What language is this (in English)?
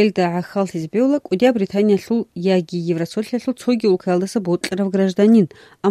Avaric